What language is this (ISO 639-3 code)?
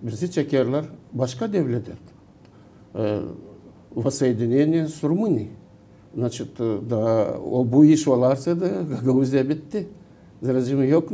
gag